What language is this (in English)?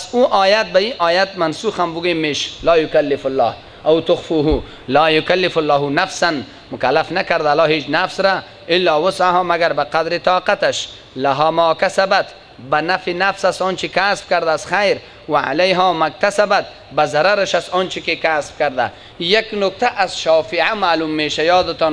Persian